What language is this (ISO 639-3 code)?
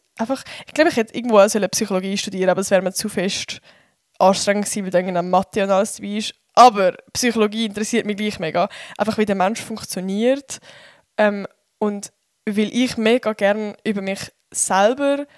gsw